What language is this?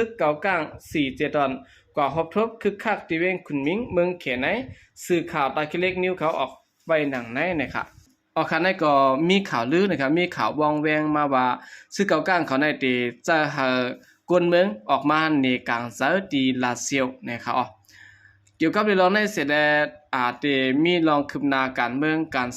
Shan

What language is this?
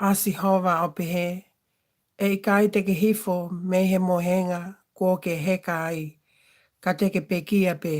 Tongan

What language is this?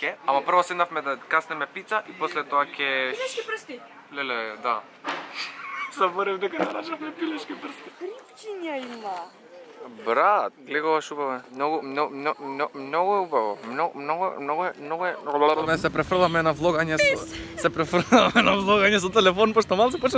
Macedonian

